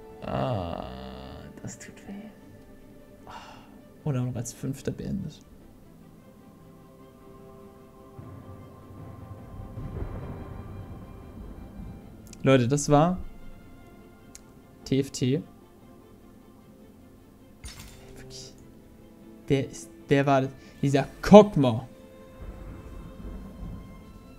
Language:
German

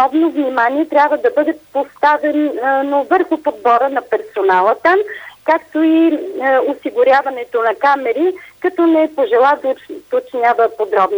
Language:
Bulgarian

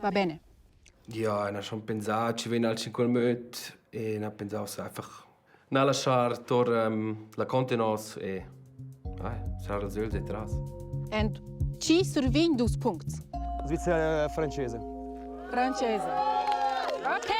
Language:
Romansh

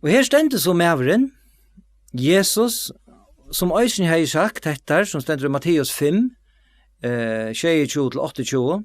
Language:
Faroese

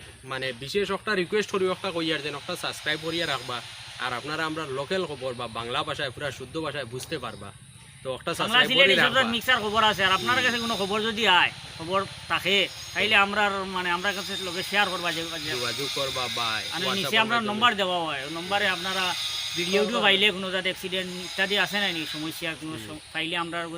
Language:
Sylheti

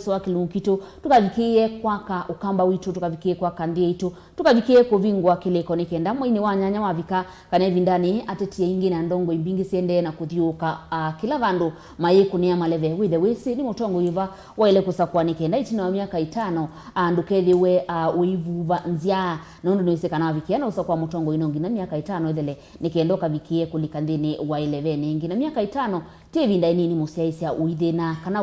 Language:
Kamba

